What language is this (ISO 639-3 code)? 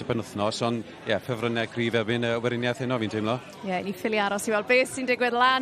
cym